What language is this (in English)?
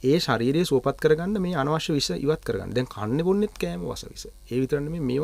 Sinhala